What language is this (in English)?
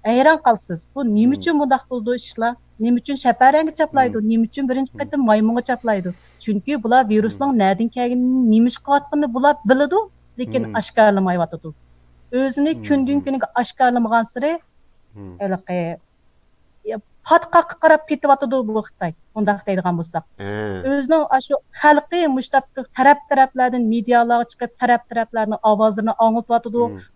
Uyghur